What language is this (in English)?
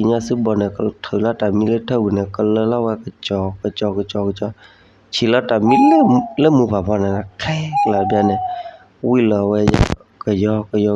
S'gaw Karen